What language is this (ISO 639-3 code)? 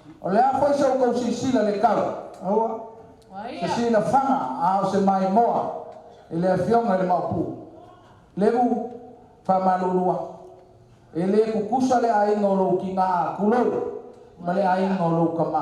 smo